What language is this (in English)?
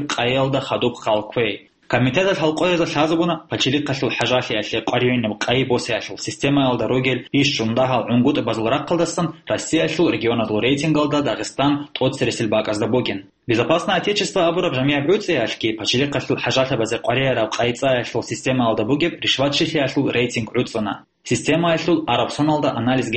Avaric